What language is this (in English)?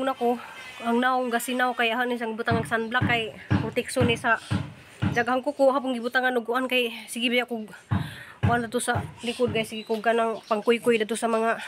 Cebuano